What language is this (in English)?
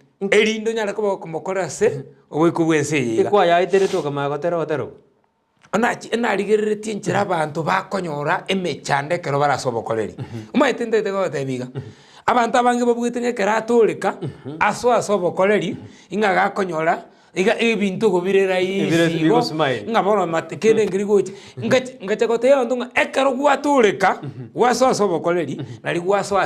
Gusii